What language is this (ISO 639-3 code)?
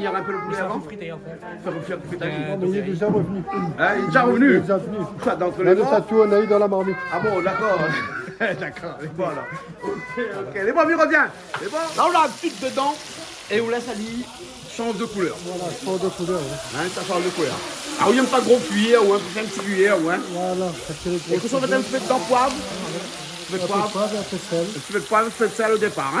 rcf